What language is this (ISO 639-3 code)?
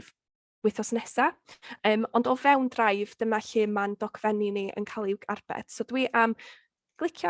cym